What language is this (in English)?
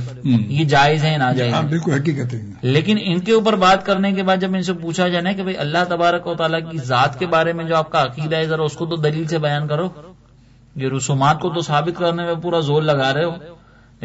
Urdu